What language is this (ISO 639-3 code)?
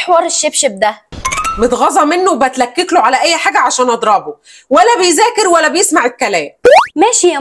arz